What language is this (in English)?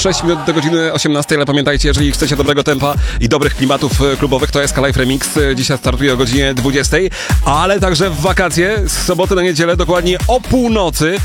Polish